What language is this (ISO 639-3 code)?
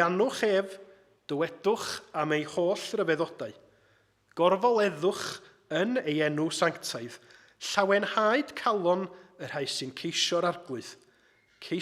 cym